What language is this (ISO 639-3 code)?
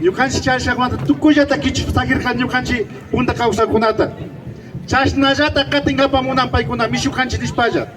qvi